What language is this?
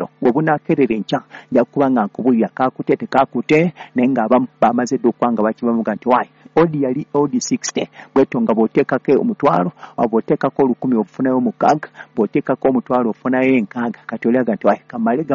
Ganda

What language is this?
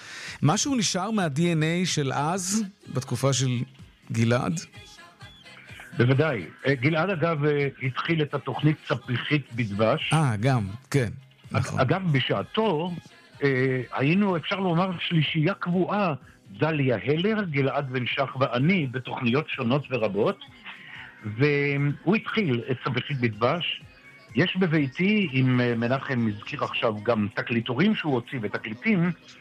Hebrew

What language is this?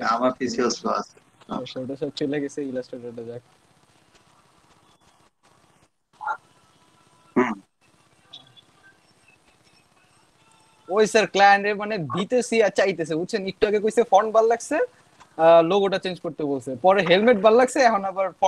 Bangla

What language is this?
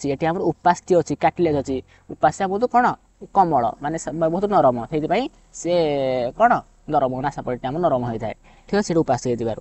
Odia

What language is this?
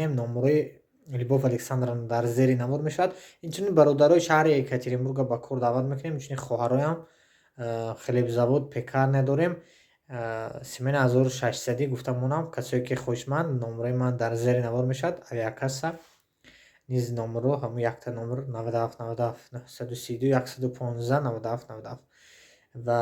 Tajik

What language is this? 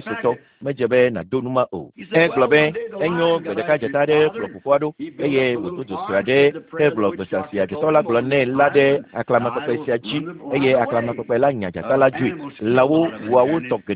Ewe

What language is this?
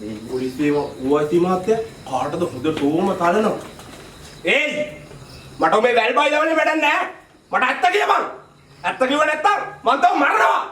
Sinhala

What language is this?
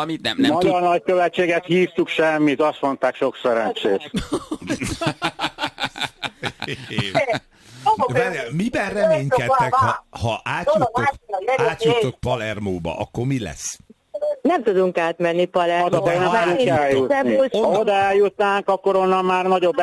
Hungarian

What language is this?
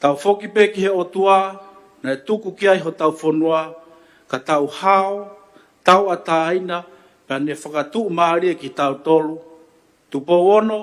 Tongan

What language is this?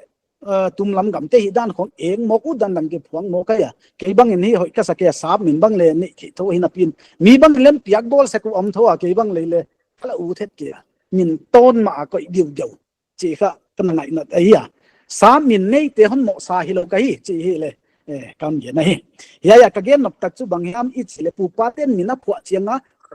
Paite Chin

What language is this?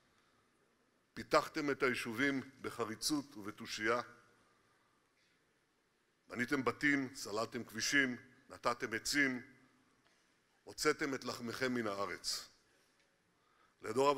Hebrew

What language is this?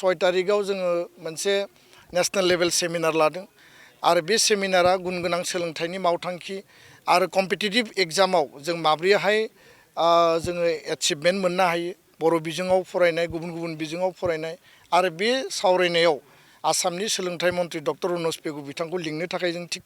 Bodo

